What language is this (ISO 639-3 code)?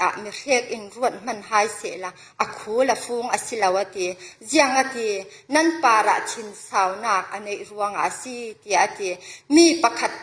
cfm